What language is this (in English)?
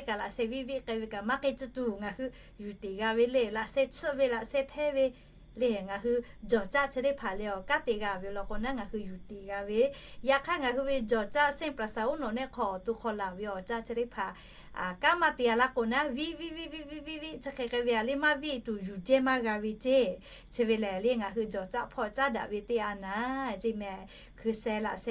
Lahu